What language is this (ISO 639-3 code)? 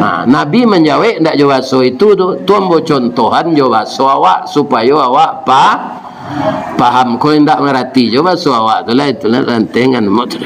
min